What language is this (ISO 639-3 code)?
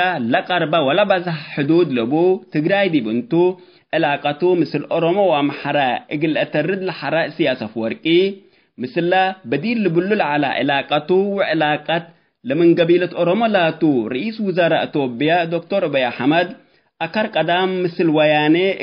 tig